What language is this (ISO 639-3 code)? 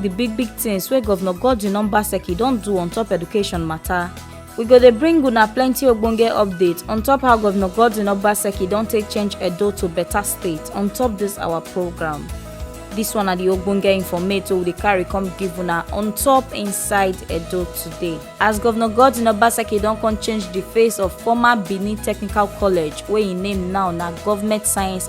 pcm